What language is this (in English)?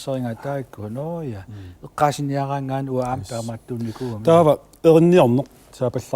Kalaallisut